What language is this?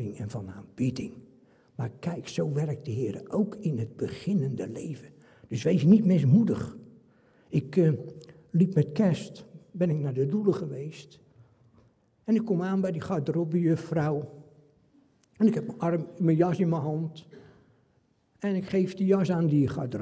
Dutch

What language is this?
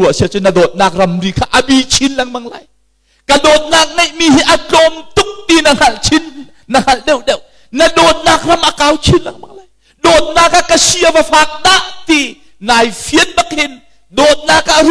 Hakha Chin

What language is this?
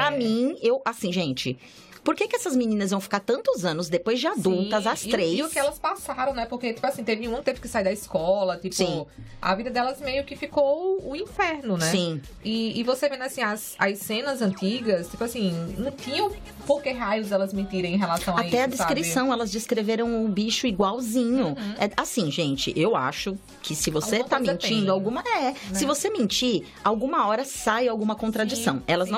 Portuguese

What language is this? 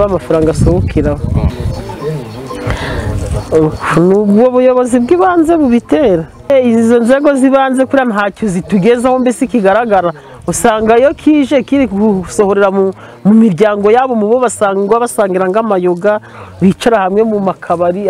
Kinyarwanda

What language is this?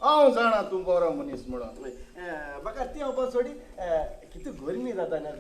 Konkani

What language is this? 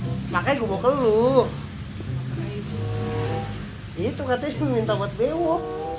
Betawi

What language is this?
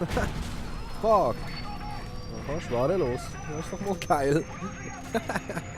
Swiss German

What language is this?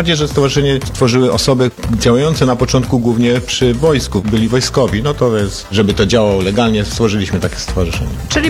Polish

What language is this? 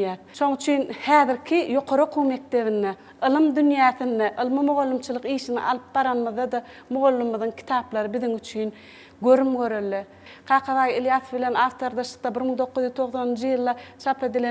Turkmen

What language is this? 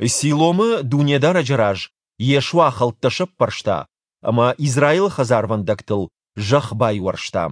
Ossetic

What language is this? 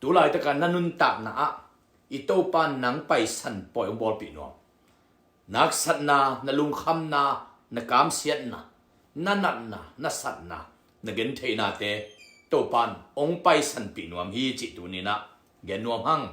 Tedim Chin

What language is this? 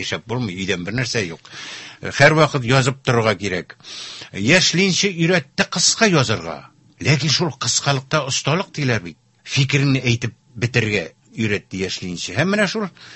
Tatar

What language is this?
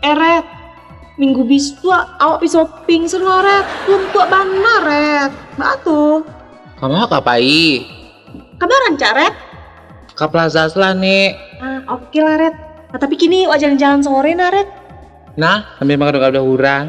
Minangkabau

